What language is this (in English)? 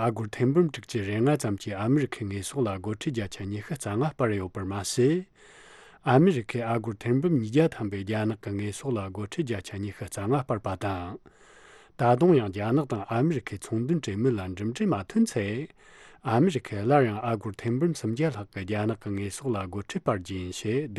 Tibetan